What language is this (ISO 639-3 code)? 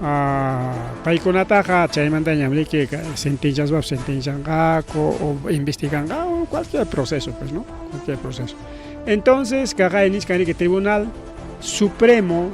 quy